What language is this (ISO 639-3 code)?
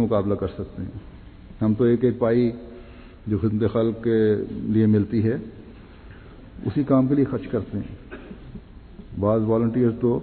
urd